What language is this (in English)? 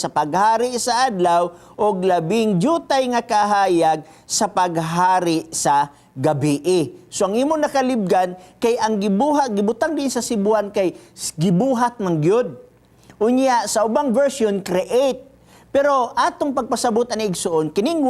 Cebuano